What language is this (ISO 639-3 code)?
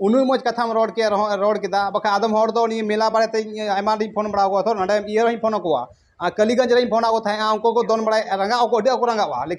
sat